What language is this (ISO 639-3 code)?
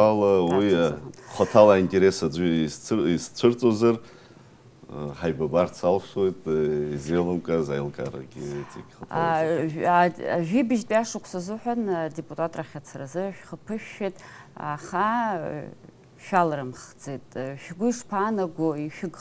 abk